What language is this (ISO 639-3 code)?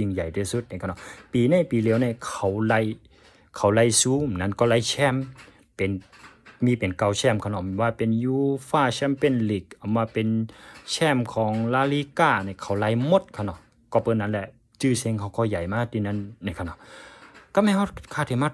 shn